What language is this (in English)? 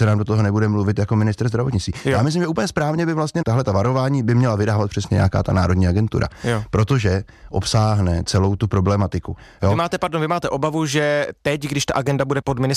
Czech